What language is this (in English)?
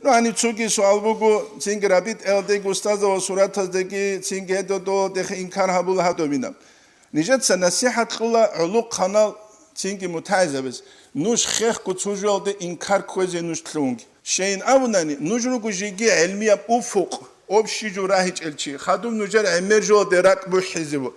Avaric